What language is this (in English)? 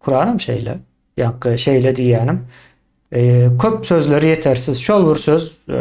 Turkmen